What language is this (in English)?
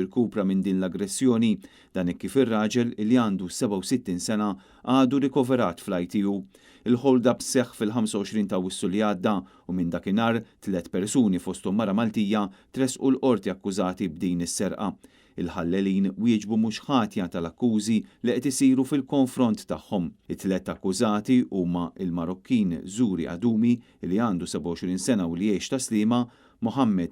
Maltese